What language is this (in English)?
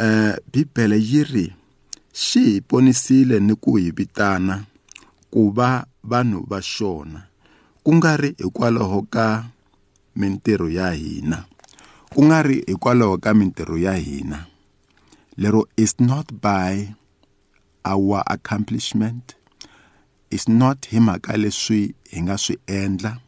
Tsonga